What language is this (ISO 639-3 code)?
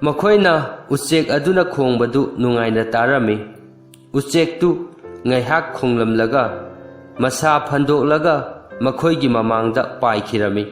mni